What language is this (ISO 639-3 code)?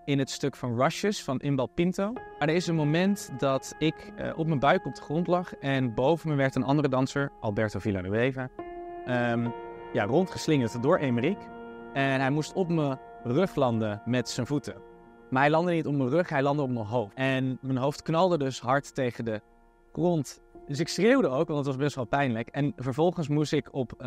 nld